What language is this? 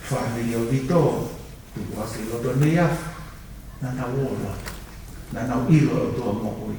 Tongan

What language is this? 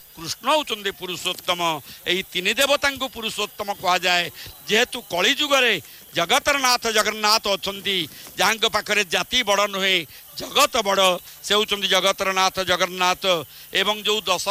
Odia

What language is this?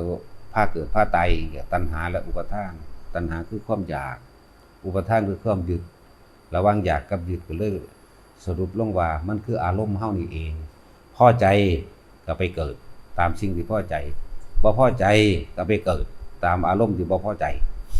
Northeastern Thai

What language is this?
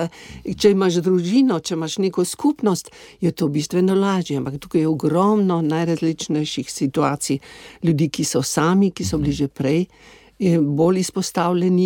Slovenian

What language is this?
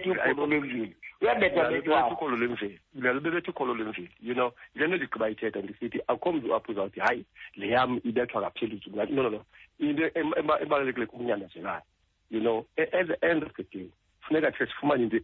Xhosa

